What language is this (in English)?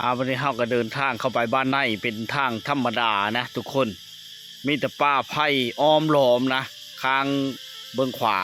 Lao